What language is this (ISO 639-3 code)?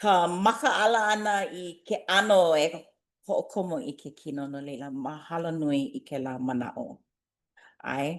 haw